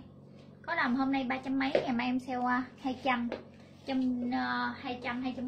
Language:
Vietnamese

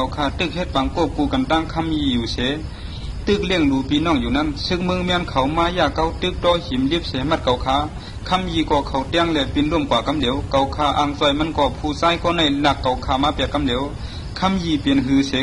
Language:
Shan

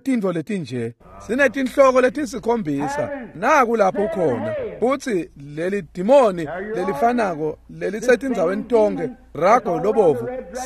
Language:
Swati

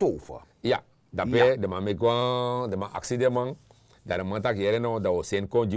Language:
Sranan Tongo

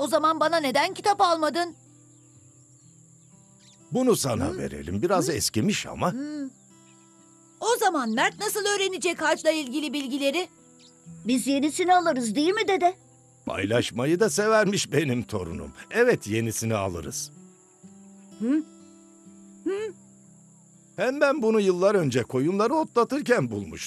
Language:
Turkish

